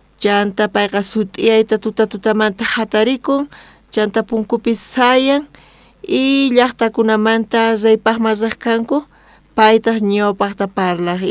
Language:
South Bolivian Quechua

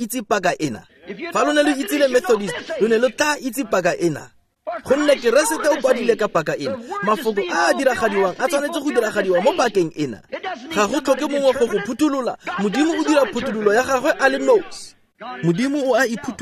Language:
Tswana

